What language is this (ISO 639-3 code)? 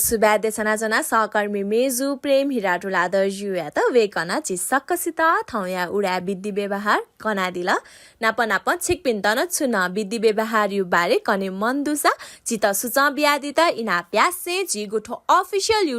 new